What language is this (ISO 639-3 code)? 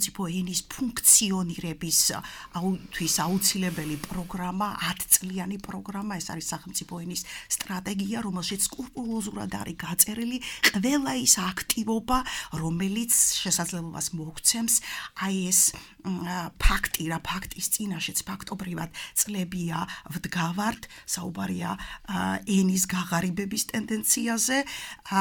kat